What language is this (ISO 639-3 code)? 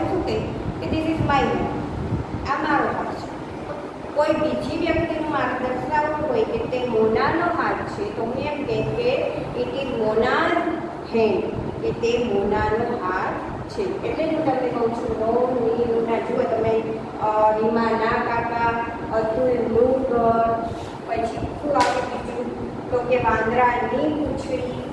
guj